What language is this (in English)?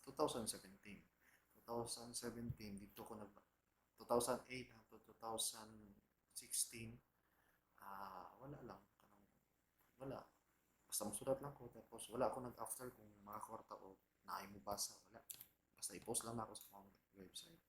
Cebuano